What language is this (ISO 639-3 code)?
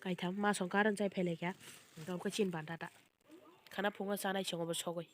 trp